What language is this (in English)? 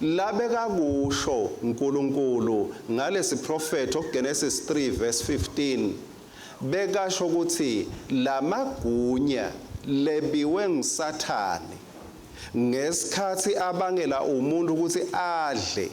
Swati